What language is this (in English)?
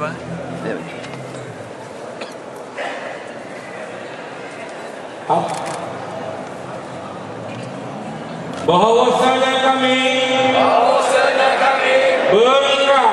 Malay